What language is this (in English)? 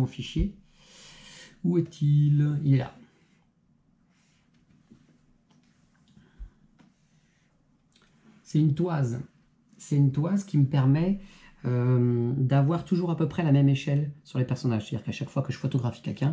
French